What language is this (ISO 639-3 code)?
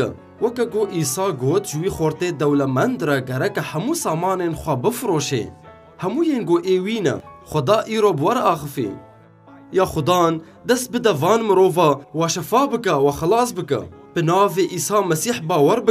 kur